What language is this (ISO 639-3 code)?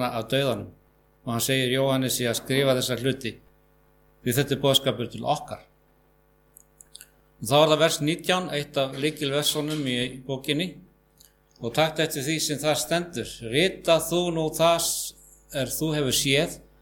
isl